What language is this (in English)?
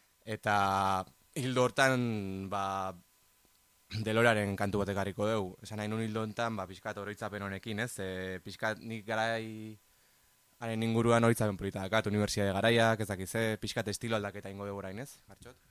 Basque